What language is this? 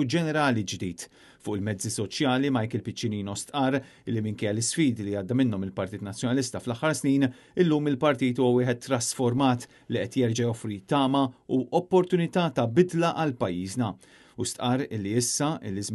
Maltese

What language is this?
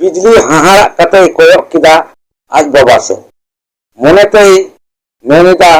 Santali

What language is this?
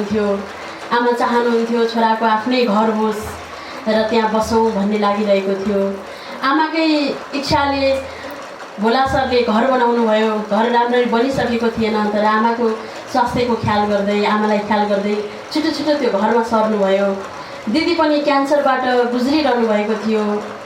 Nepali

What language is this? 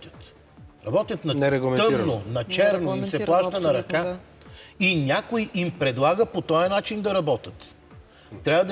Bulgarian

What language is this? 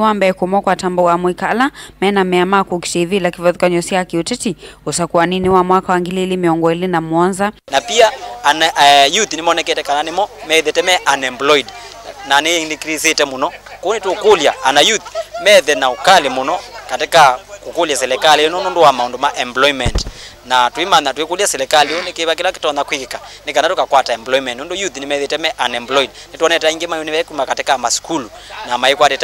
Kamba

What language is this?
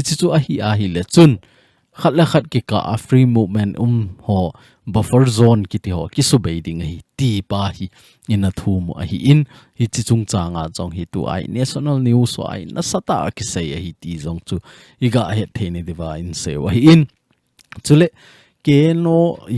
Thado Chin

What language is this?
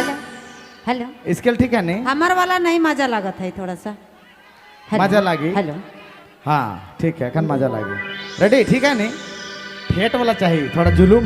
Sadri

